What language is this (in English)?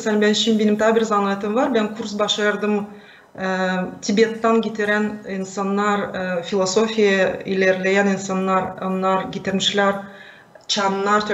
Gagauz